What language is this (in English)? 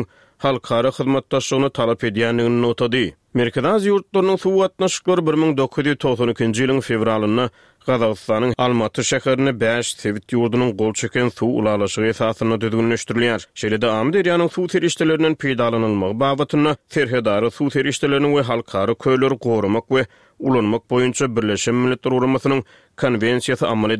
Turkmen